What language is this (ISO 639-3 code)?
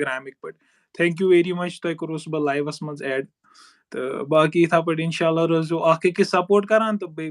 kas